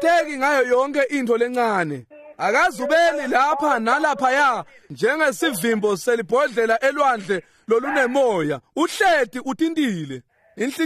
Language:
Swati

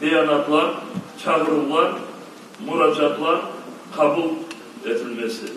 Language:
Crimean Tatar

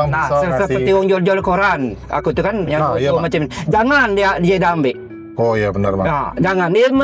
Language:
Musi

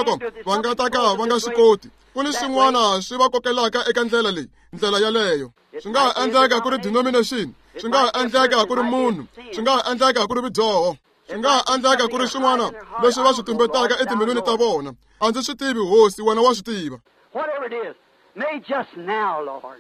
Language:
Tsonga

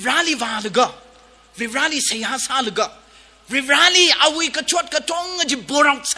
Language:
Tangkhul Naga (India)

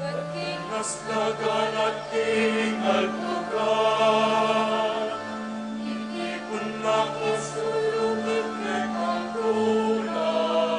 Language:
Pampanga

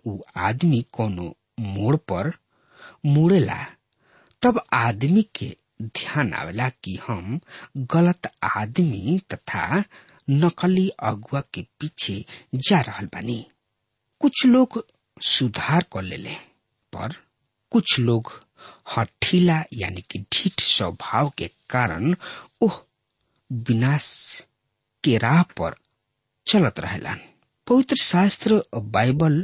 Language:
Bhojpuri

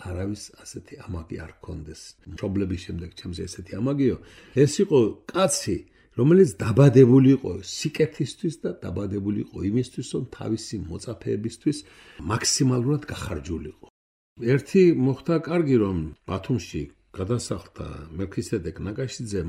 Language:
Georgian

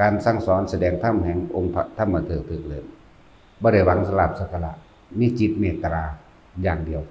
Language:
Northeastern Thai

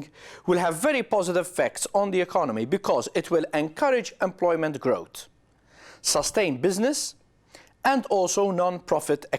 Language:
English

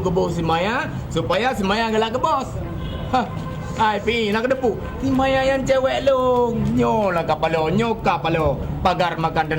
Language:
Achinese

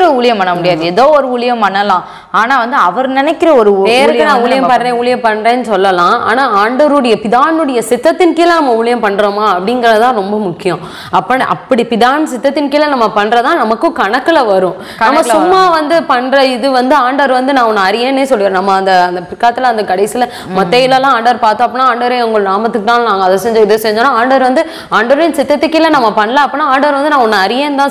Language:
Tamil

